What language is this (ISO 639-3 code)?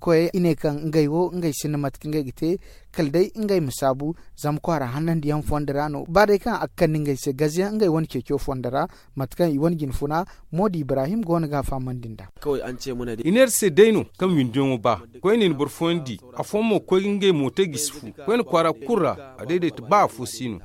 dje